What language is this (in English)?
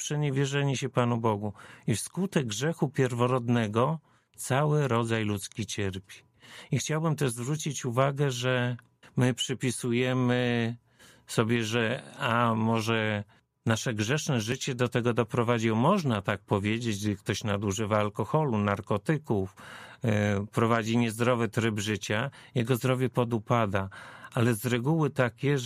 Polish